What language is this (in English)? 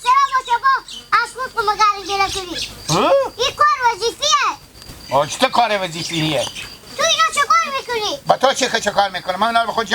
Hazaragi